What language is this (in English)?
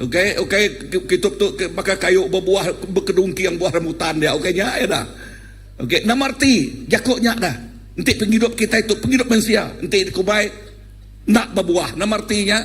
Iban